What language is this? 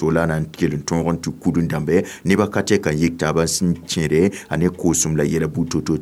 Mossi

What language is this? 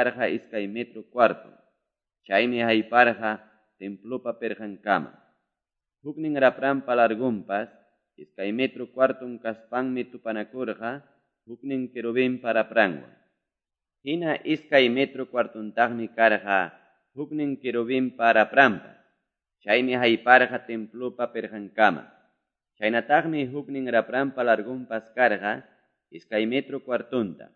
Quechua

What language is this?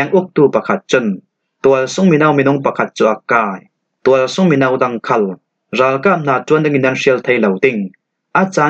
Falam Chin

